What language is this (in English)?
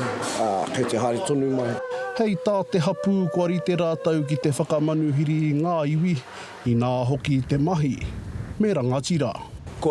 Māori